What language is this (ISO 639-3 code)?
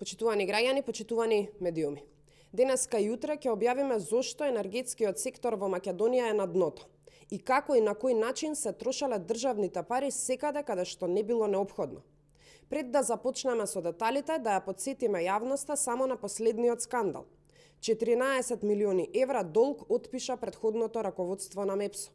mkd